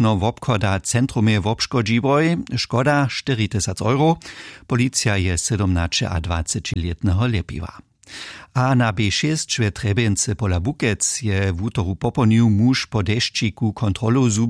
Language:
Upper Sorbian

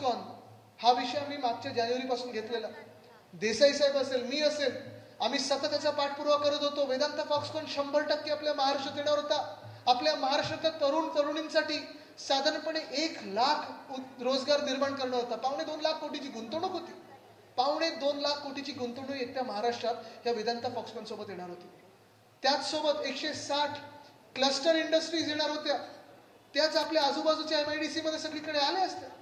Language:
Marathi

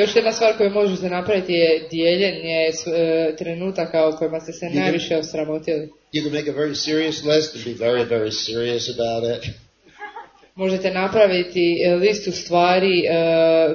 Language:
Croatian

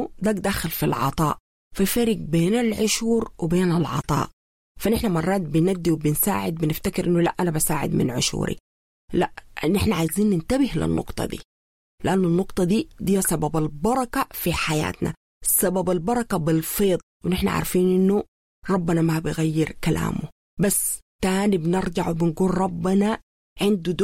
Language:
Sudanese Arabic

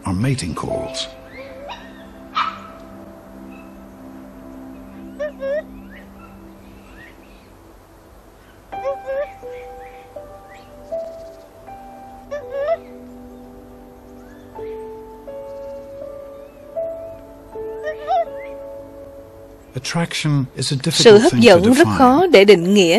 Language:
Vietnamese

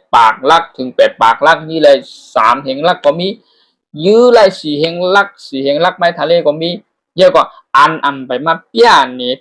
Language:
Shan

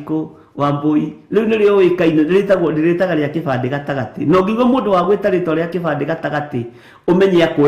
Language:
Kikuyu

